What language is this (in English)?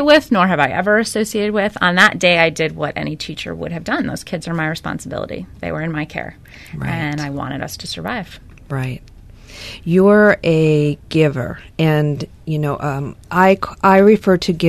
English